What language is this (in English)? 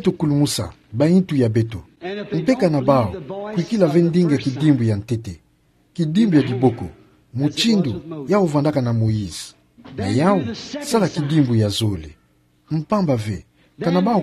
Kituba (Democratic Republic of Congo)